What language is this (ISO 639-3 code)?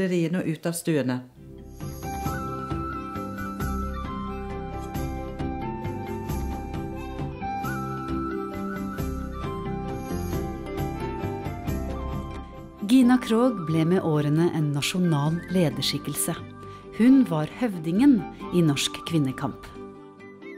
nor